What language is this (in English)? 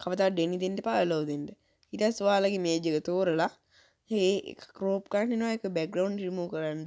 Sinhala